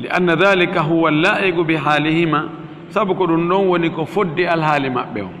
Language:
Fula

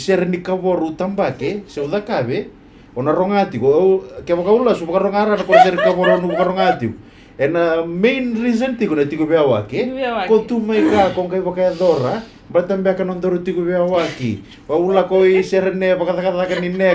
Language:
Fijian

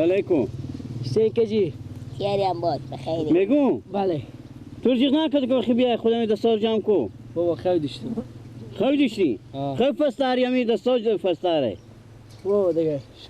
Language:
Persian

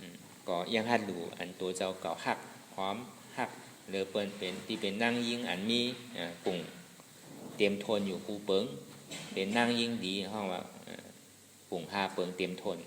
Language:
Shan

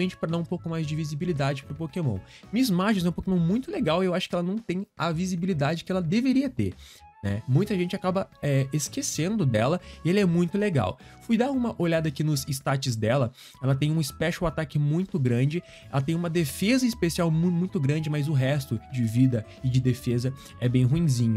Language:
Portuguese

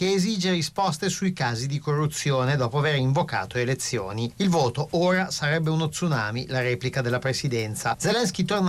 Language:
Italian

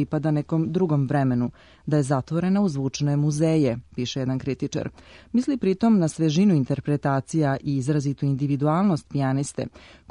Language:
Serbian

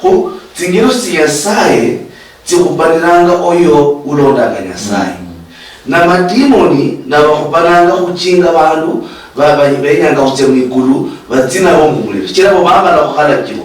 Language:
Luyia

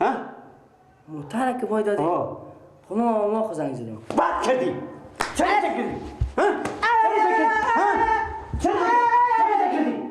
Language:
Persian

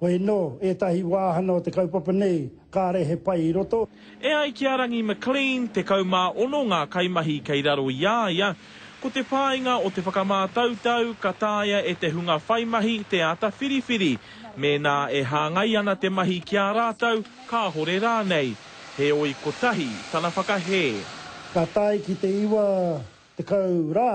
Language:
Māori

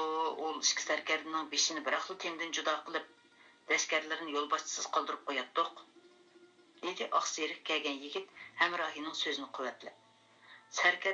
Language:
Uyghur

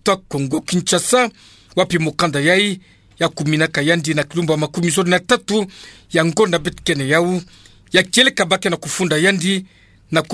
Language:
Kituba (Democratic Republic of Congo)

